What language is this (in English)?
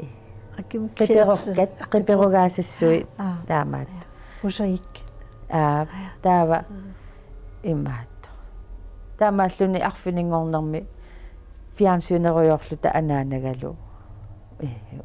Kalaallisut